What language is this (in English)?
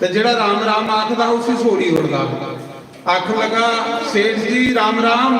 Dogri